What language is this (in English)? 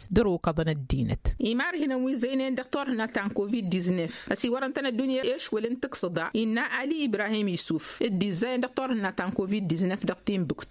Tamasheq